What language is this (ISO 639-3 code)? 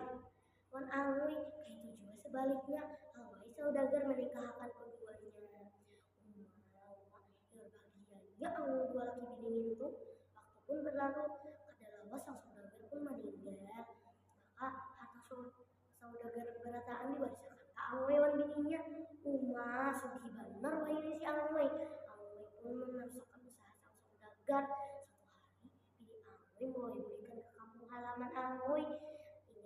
bjn